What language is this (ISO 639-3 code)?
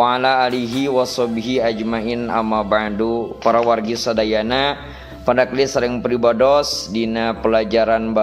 sun